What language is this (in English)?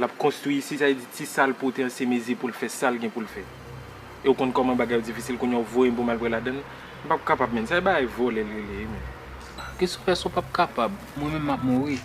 Haitian Creole